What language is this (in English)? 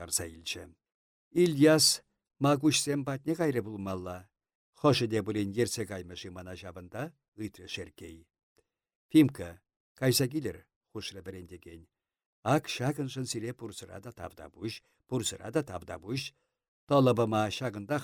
Chuvash